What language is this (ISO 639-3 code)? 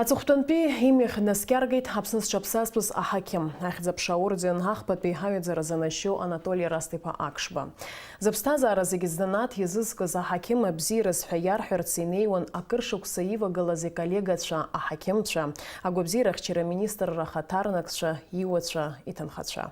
abk